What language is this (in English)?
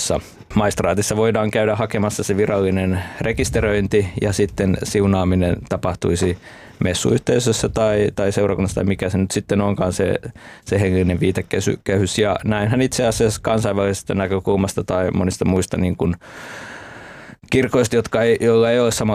Finnish